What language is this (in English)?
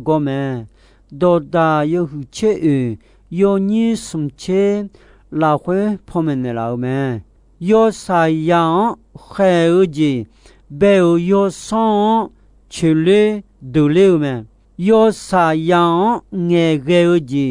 Akha